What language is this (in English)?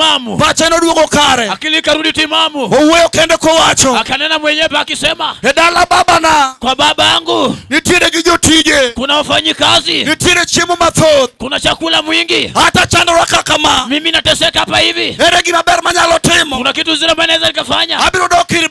Luo (Kenya and Tanzania)